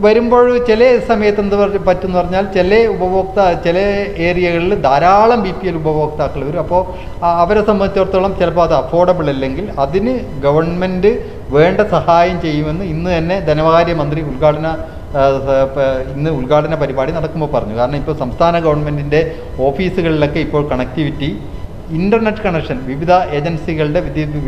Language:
Malayalam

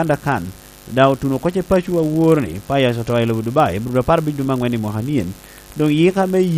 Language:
Lango (Uganda)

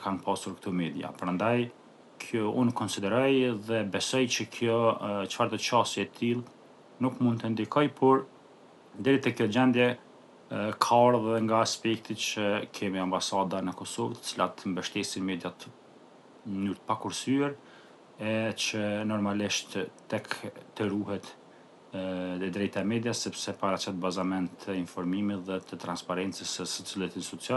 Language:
Albanian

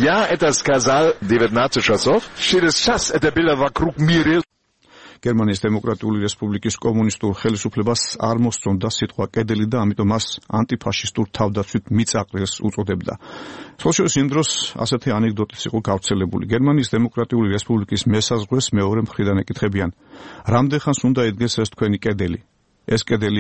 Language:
Georgian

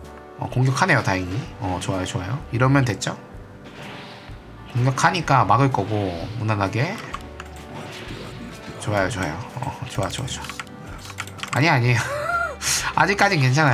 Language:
Korean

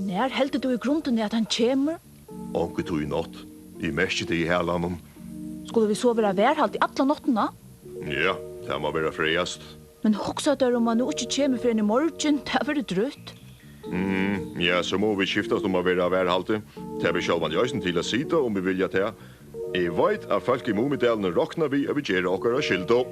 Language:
Faroese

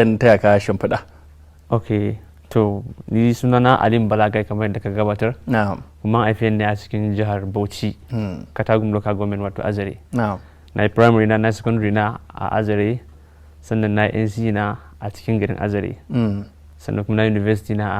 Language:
Hausa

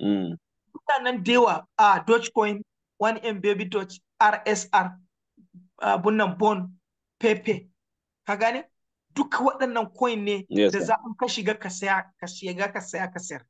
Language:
Hausa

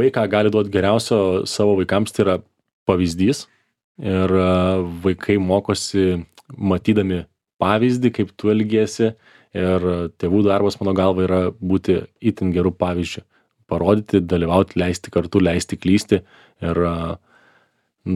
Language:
Lithuanian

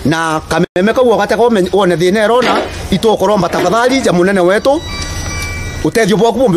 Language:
Meru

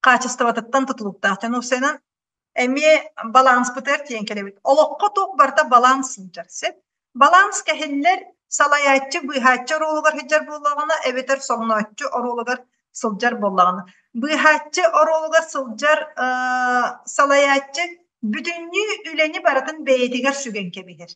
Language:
Yakut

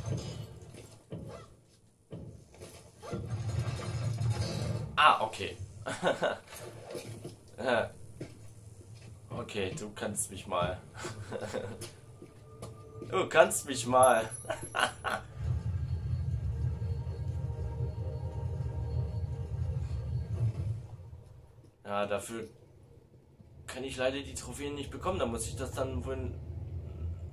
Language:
German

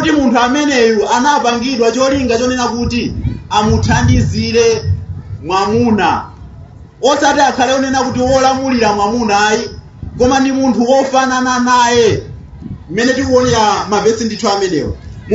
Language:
Nyanja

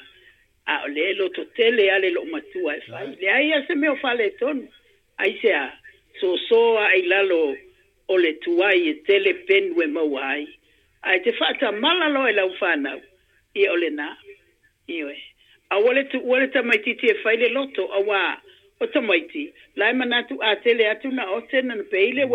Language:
Samoan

